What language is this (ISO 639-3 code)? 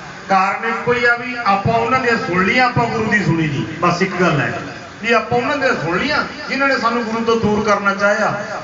pan